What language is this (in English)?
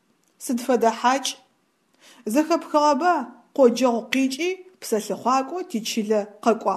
Adyghe